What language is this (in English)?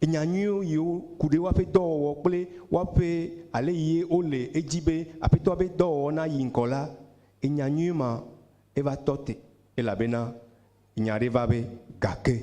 Ewe